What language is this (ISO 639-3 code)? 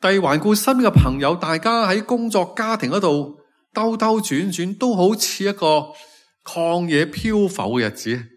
yue